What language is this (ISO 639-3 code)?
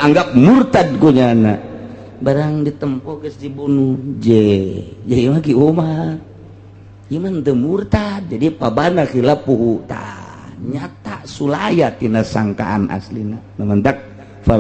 sun